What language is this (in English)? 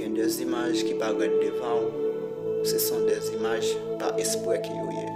Haitian Creole